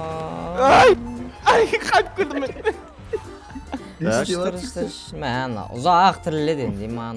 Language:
Kazakh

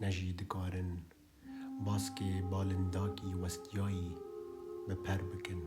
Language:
Kurdish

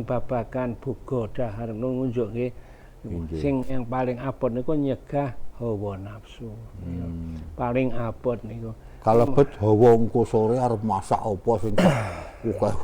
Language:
Javanese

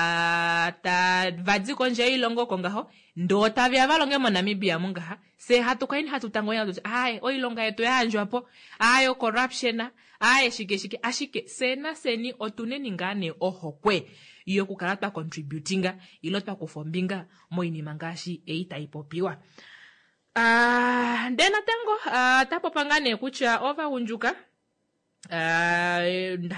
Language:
Kuanyama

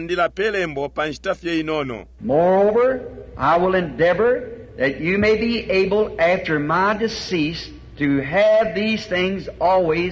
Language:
Bemba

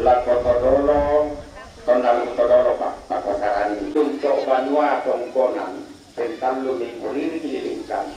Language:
Toraja-Sa'dan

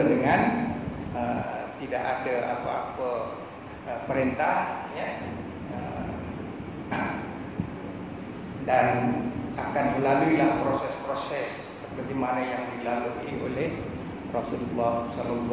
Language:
Malay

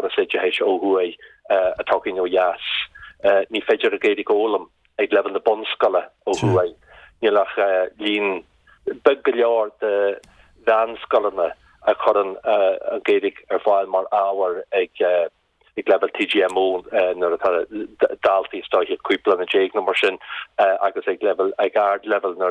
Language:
Irish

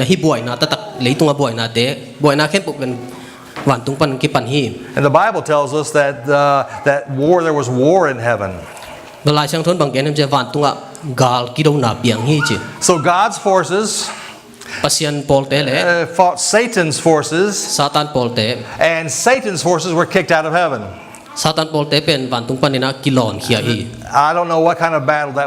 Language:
Tedim Chin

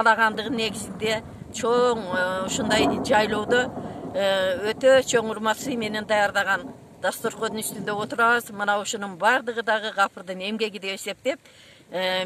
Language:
Kyrgyz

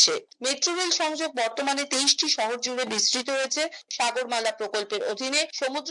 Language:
Bangla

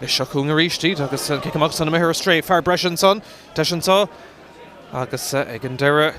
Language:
Irish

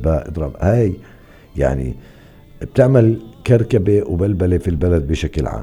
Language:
North Levantine Arabic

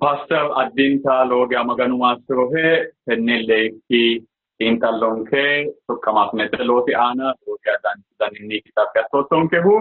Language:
Sidamo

